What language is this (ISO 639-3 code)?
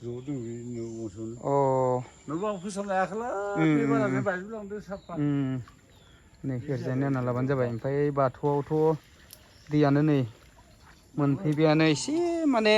brx